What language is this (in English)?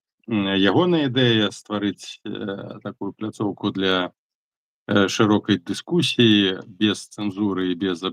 Belarusian